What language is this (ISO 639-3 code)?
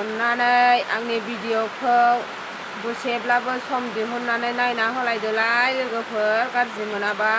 brx